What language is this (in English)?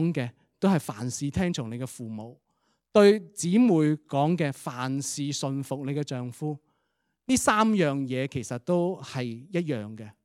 Cantonese